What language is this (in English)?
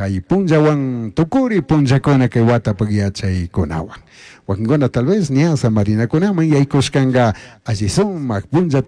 Chimborazo Highland Quichua